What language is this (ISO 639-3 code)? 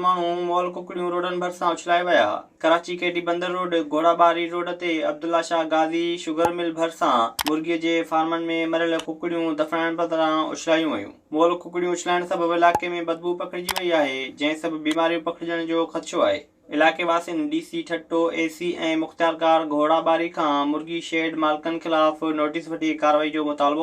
snd